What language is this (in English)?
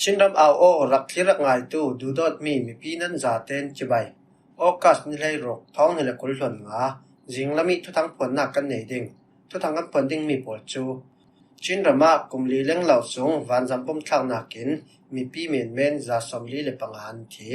Falam Chin